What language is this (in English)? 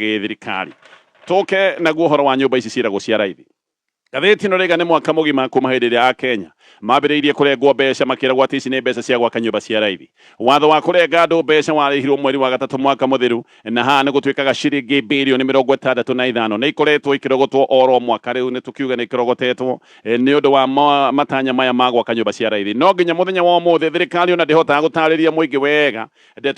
Kikuyu